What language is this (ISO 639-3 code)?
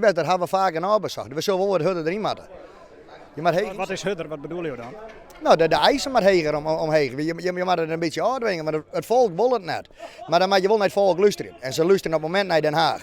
fry